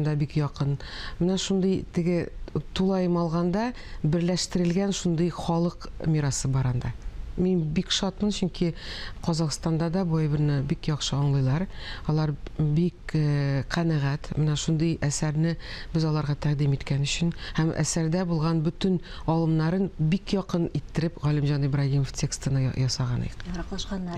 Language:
Tatar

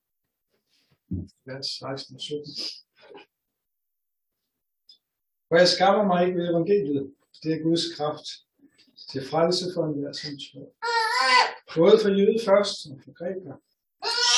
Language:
Danish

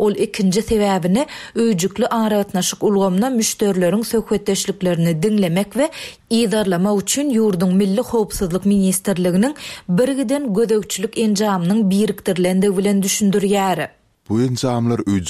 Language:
Turkmen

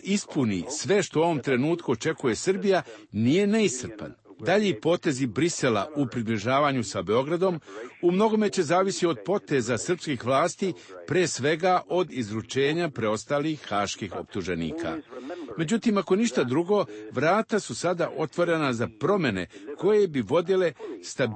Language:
Serbian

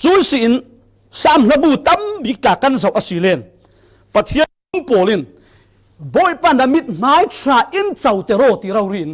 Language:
Falam Chin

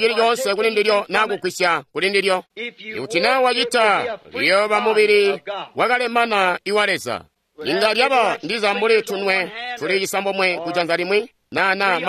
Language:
Tonga (Zambia)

